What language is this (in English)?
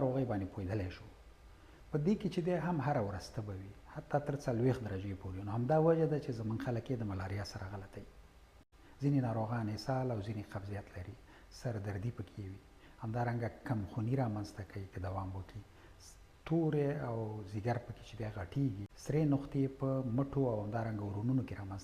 Pashto